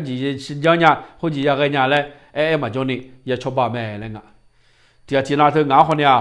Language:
Akha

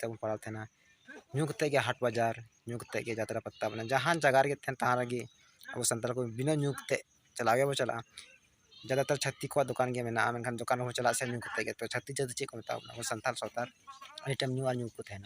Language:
Santali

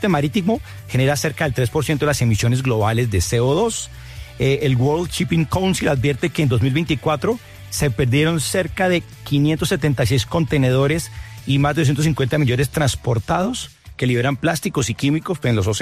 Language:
Spanish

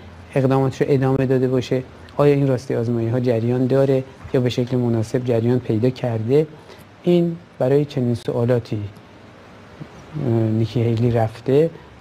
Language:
Persian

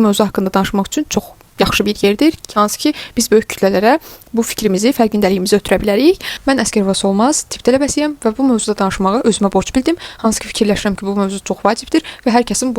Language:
Azerbaijani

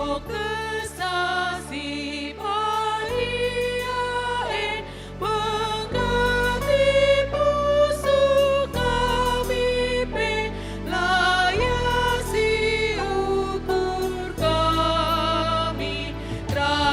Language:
Batak Karo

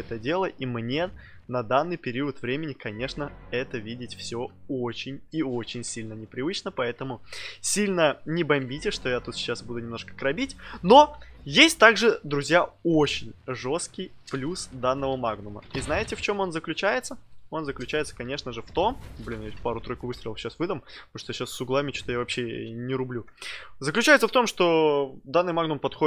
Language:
Russian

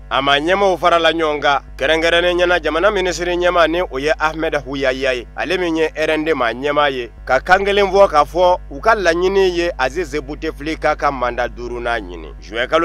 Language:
Bambara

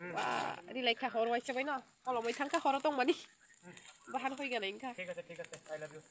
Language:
Kok Borok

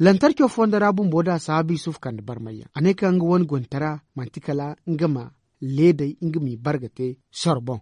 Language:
Zarma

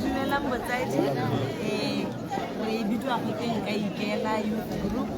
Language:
Tswana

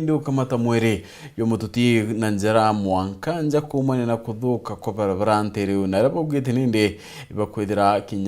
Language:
Meru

